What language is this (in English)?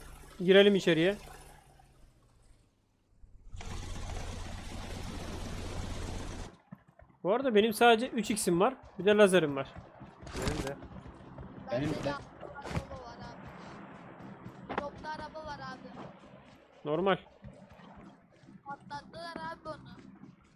Turkish